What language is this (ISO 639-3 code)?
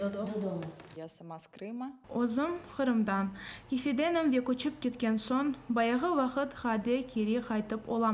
crh